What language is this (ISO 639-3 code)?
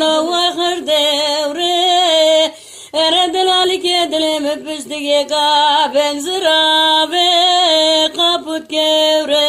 zza